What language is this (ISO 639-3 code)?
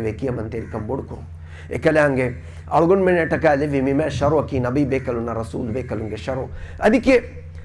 div